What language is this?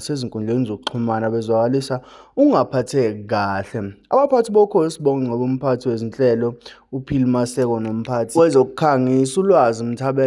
Zulu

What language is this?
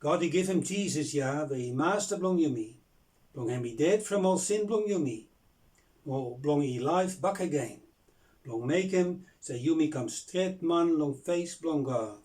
Bislama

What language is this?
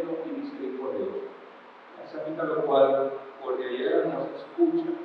Papiamento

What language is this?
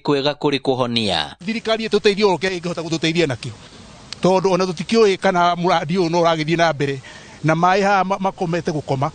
Kikuyu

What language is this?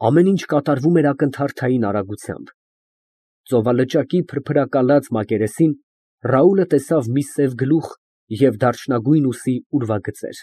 Armenian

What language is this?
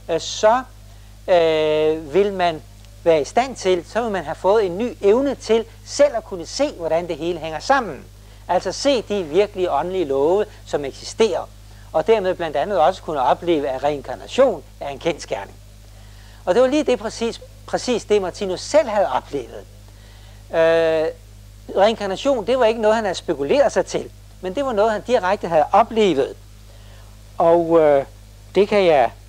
Danish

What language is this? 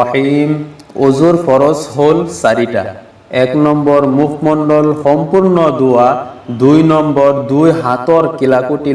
Assamese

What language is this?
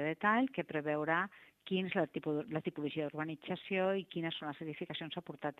Catalan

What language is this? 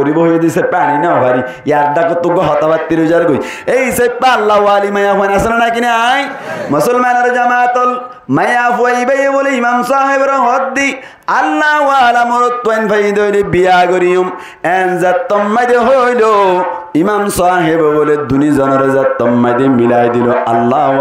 Rohingya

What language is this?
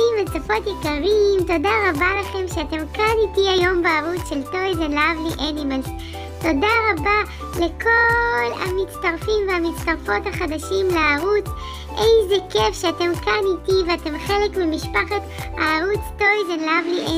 Hebrew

